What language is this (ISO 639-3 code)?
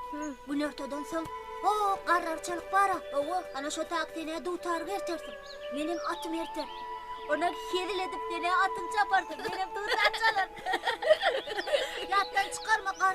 tuk